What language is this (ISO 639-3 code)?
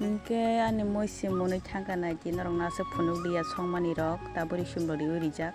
trp